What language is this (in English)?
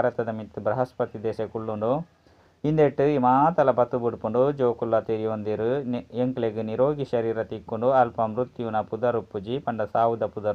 Tulu